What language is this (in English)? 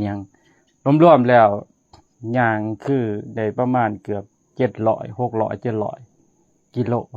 Lao